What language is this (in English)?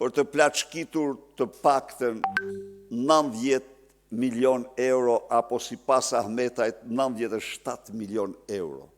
Albanian